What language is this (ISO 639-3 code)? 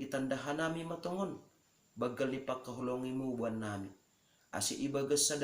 bts